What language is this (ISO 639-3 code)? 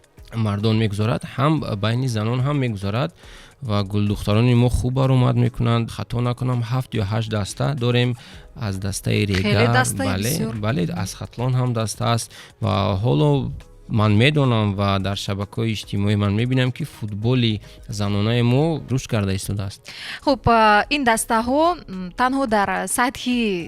tgk